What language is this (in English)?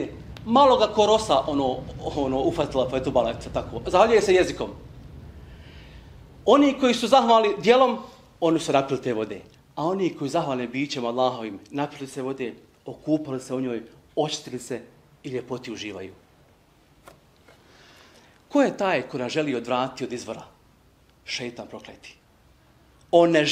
Bosnian